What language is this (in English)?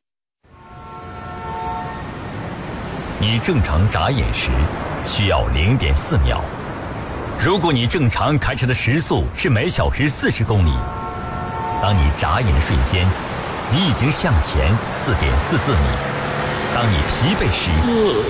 Chinese